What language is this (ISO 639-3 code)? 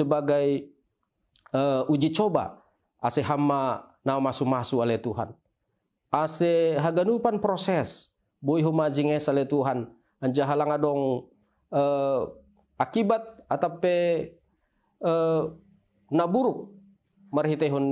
bts